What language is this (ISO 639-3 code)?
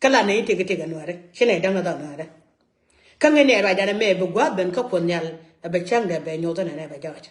nus